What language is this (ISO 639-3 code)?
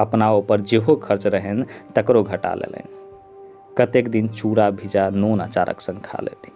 mai